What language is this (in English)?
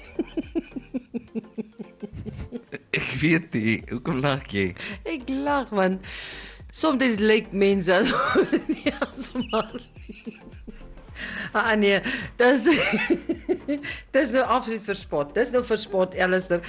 Afrikaans